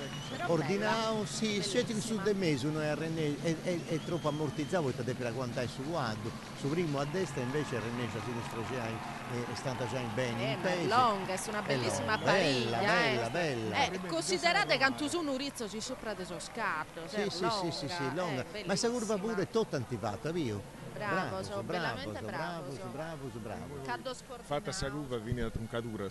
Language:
Sardinian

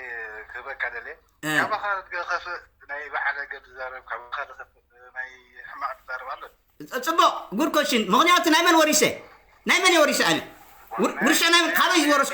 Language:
Tigrinya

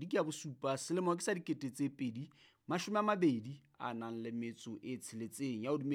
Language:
Southern Sotho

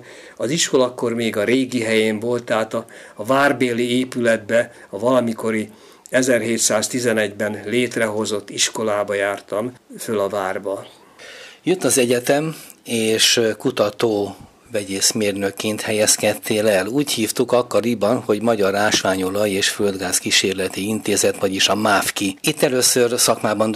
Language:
Hungarian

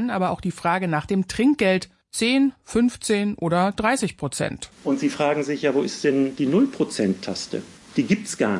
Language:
German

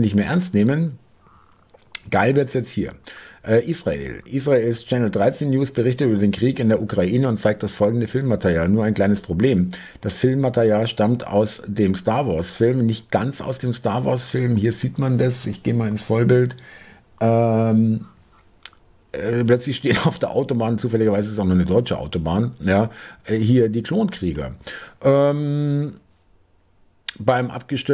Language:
German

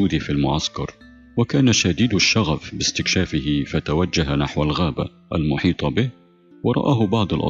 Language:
Arabic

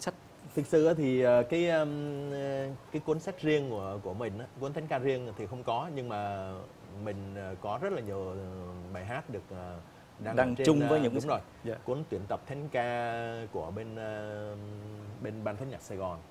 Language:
Vietnamese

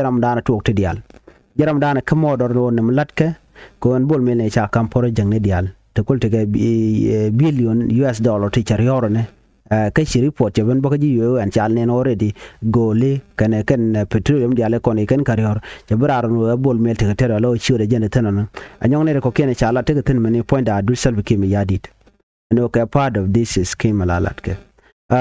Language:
Nuer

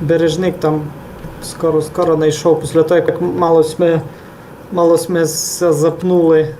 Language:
Rusyn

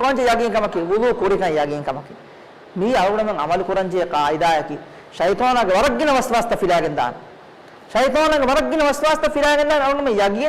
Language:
Divehi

